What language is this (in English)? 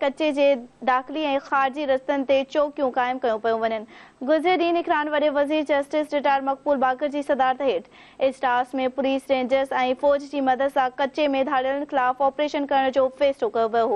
Sindhi